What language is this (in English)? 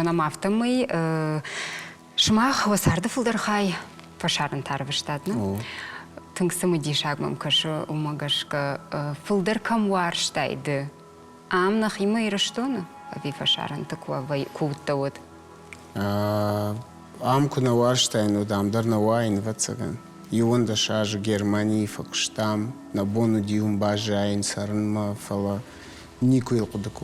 Ossetic